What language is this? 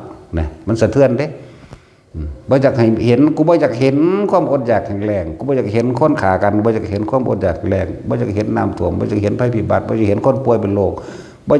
Northeastern Thai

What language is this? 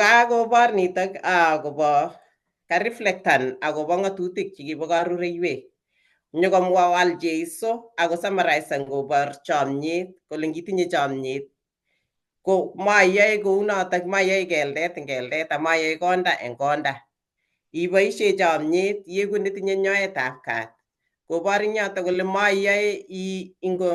Kalenjin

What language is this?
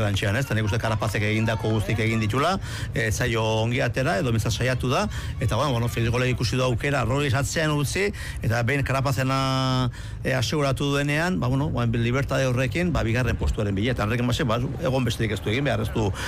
Basque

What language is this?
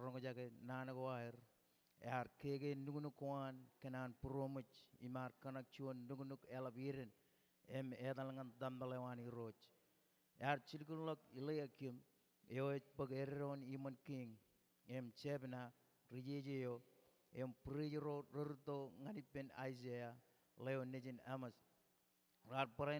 Marshallese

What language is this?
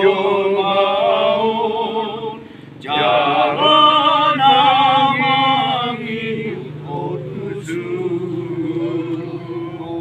Batak Toba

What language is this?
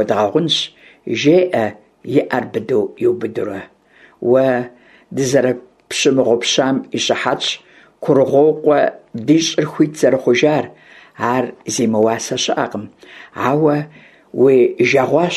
Kabardian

